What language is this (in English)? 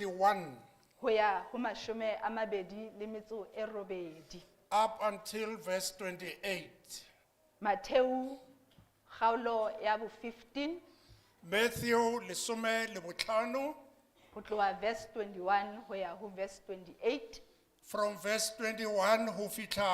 Southern Sotho